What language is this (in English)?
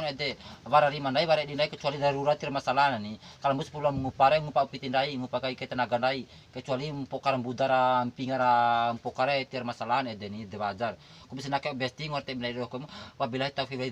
Bima